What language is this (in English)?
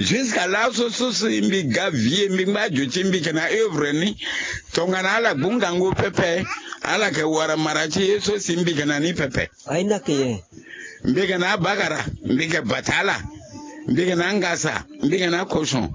Sango